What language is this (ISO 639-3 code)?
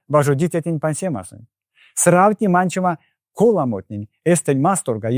myv